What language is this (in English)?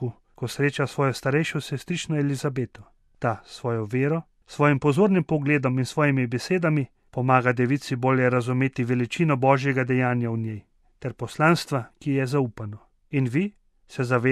Slovenian